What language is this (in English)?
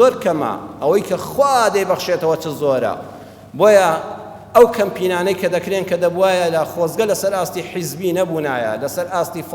Central Kurdish